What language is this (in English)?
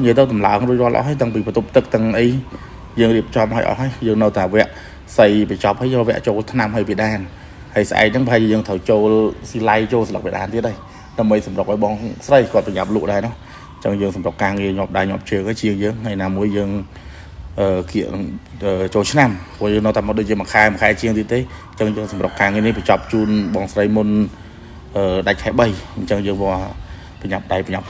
Khmer